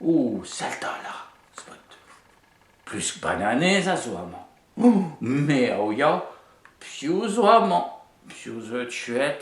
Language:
Breton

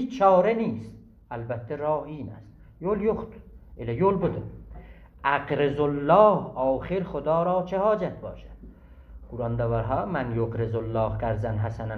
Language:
South Azerbaijani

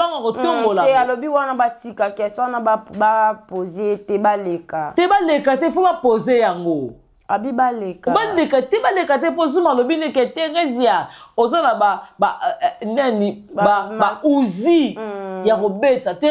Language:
Lingala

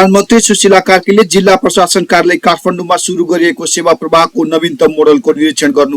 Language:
Nepali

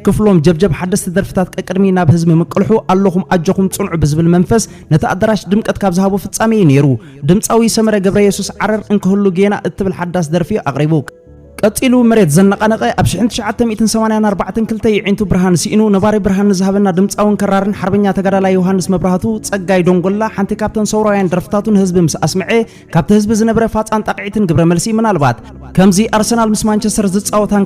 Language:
Tigrinya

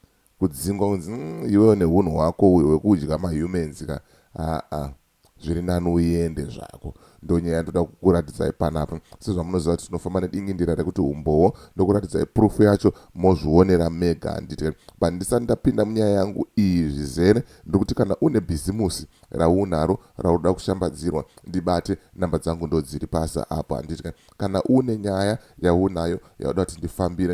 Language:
Shona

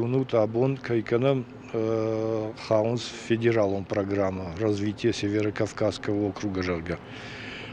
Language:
Ossetic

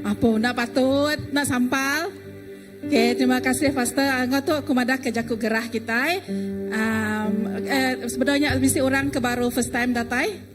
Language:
Iban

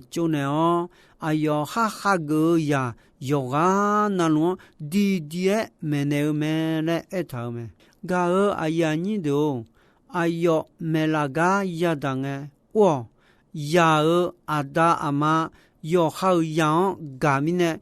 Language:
Akha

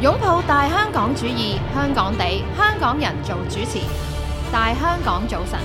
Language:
Cantonese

